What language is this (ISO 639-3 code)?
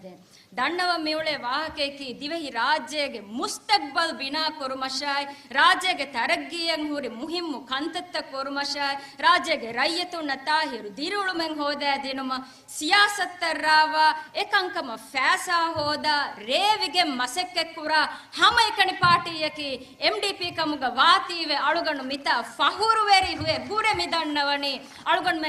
div